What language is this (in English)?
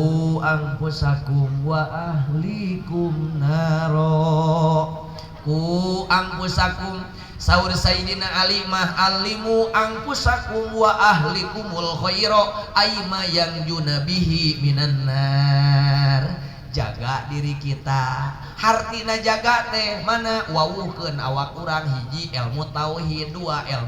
Sundanese